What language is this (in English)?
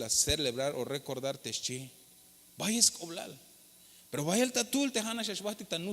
Tzeltal